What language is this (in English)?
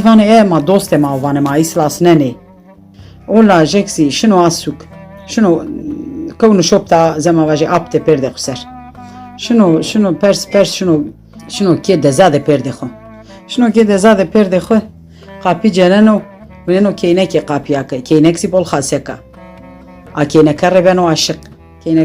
Zaza